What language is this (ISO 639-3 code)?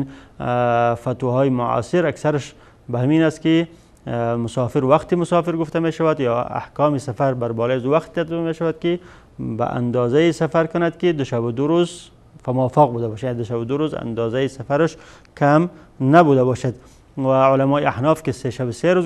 tgk